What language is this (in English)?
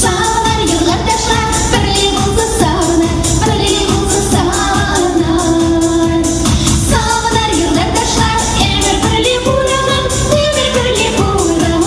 Chuvash